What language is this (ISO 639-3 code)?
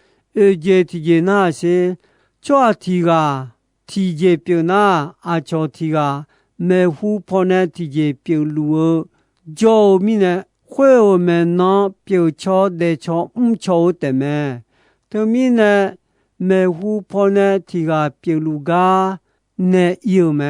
ahk